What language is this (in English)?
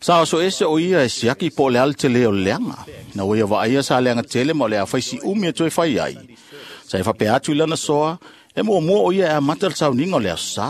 Samoan